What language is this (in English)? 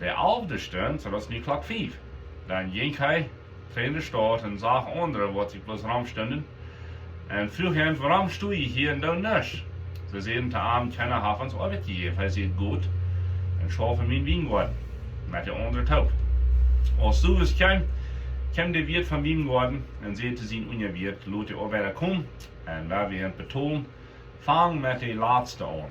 Plautdietsch